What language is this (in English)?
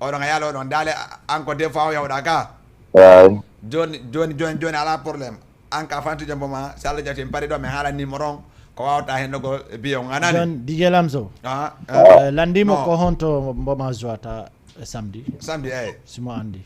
Fula